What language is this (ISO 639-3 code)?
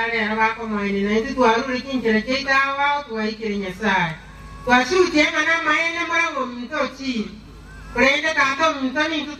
guz